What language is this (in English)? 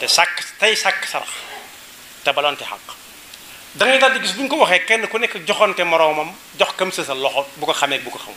Wolof